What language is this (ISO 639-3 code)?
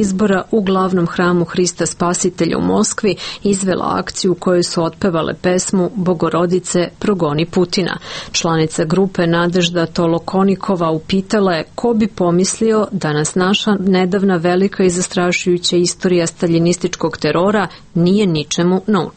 srp